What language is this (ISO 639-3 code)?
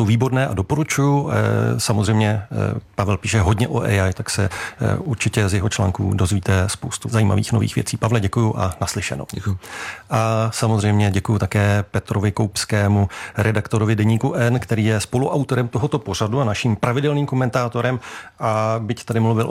ces